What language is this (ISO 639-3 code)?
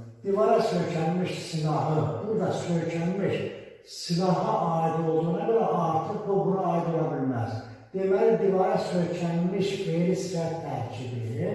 aze